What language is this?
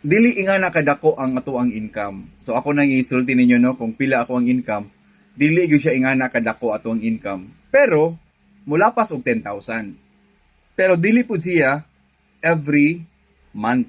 Cebuano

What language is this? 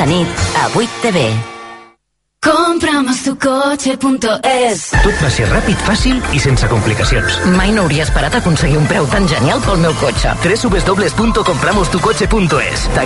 Catalan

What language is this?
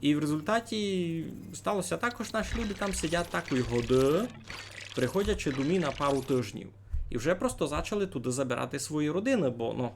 Rusyn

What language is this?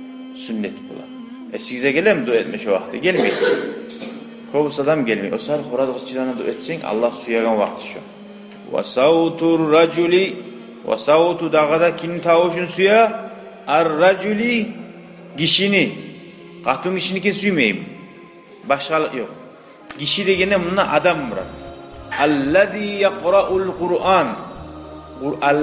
Kumyk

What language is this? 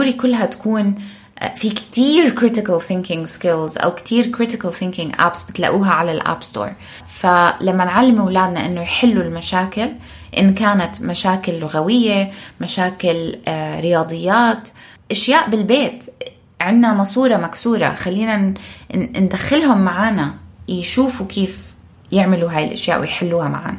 North Levantine Arabic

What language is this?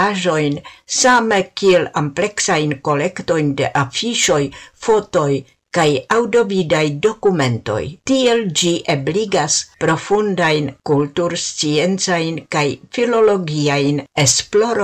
Esperanto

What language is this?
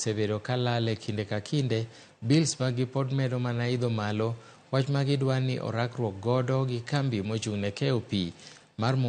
Luo (Kenya and Tanzania)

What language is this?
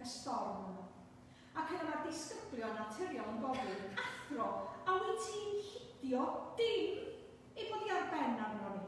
Welsh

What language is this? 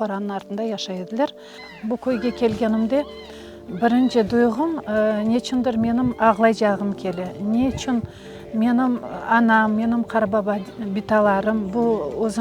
Crimean Tatar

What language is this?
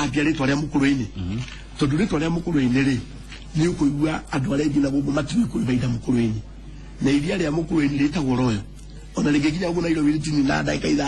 Kikuyu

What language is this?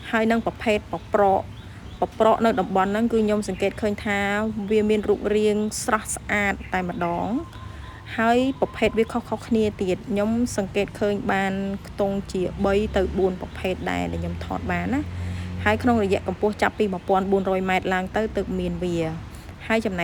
Khmer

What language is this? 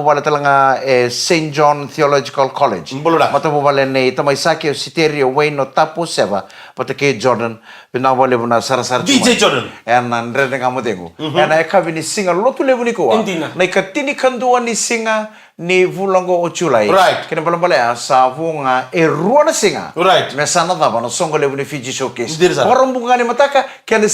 Fijian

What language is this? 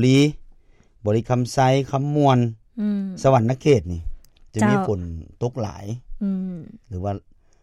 Lao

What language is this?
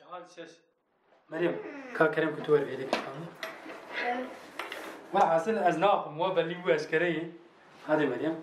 Kurdish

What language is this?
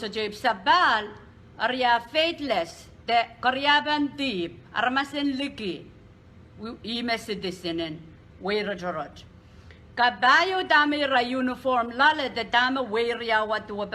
Pohnpeian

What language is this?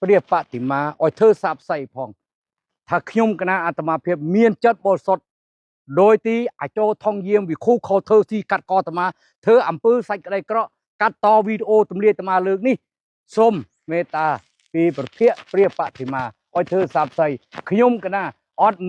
Khmer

